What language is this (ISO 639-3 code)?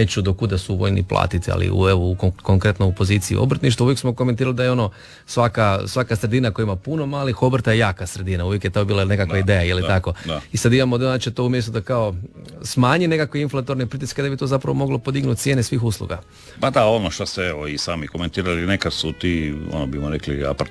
hrv